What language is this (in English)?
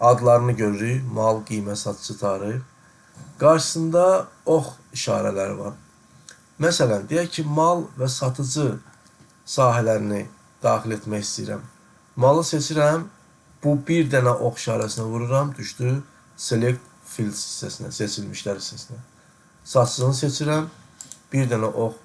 Azerbaijani